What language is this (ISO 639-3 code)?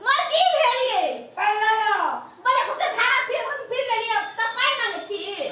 mai